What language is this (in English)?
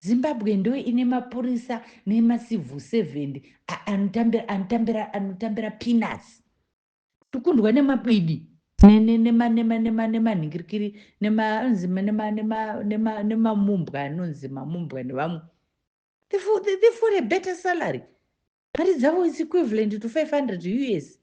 Shona